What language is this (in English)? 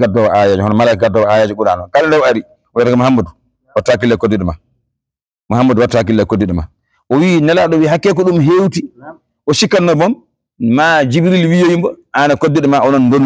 Fula